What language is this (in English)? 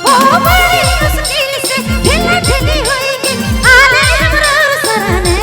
Sadri